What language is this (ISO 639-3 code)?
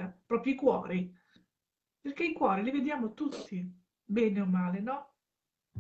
ita